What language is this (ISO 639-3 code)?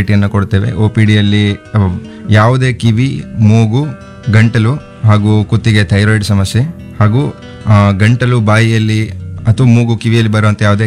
kan